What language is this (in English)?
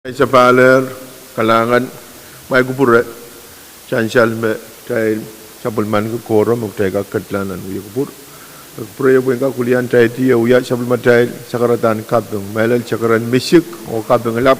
Pohnpeian